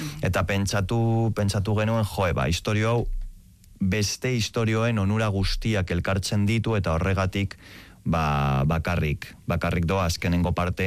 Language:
Basque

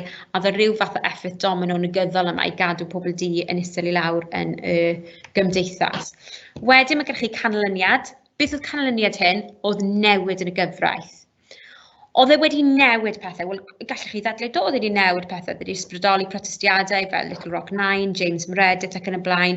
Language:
Welsh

